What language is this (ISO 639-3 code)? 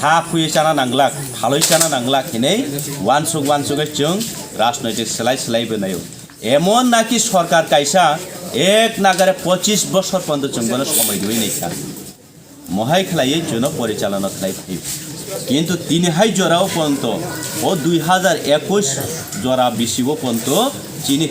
trp